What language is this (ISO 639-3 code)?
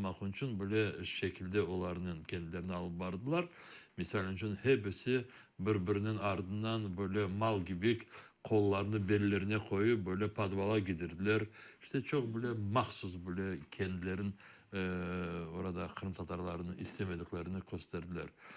crh